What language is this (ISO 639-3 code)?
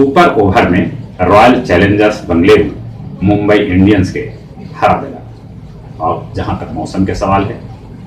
mag